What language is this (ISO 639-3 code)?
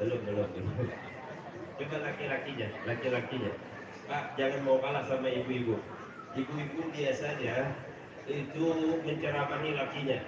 bjn